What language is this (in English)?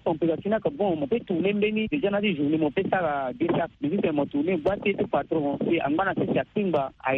Sango